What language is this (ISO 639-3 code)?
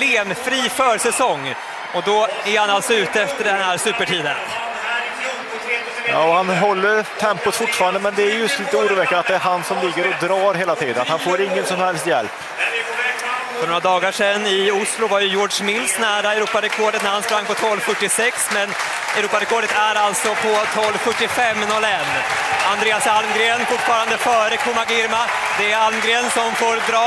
swe